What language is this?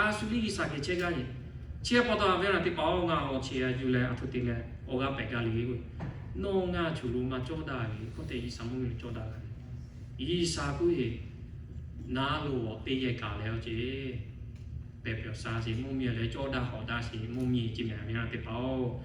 Lahu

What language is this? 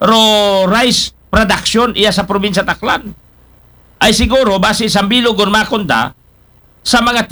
Aklanon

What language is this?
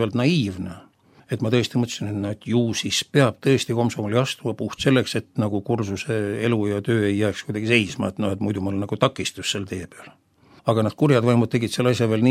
Estonian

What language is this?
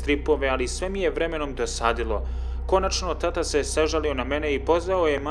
Croatian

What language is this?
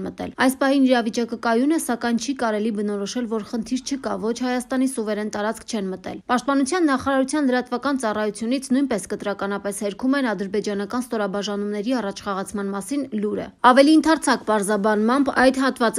Armenian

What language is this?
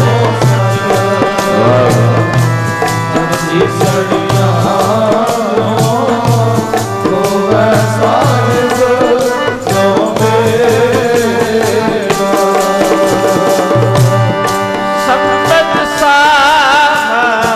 Punjabi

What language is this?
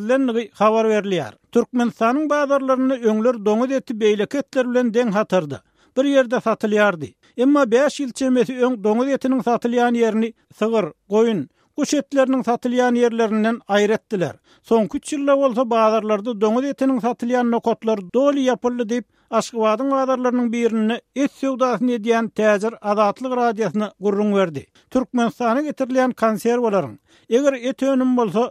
Turkmen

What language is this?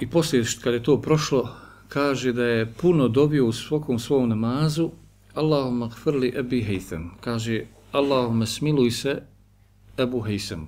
Bosnian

